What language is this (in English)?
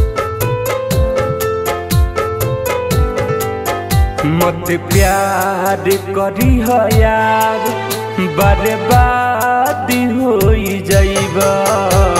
Bhojpuri